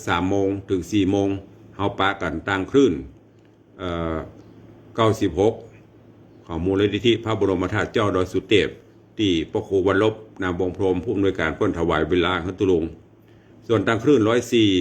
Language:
Northern Thai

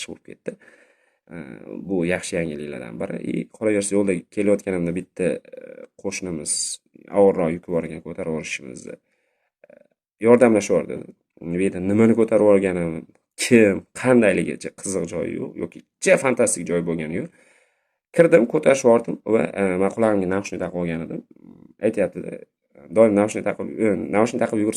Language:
Uzbek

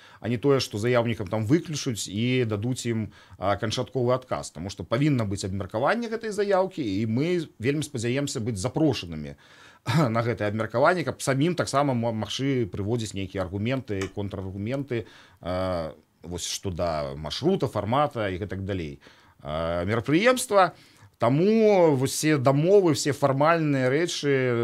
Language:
Belarusian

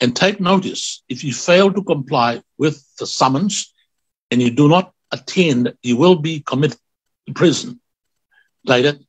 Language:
Tongan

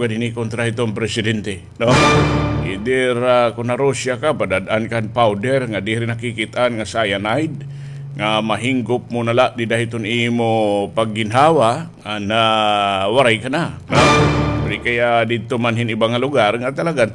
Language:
Waray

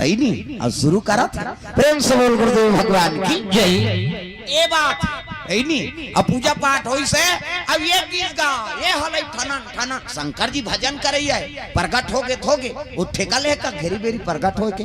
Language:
Chhattisgarhi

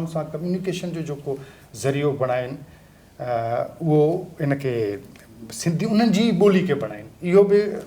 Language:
Sindhi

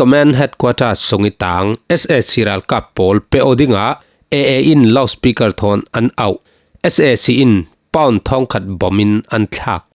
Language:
Falam Chin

